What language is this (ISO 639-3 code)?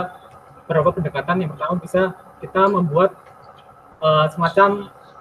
ind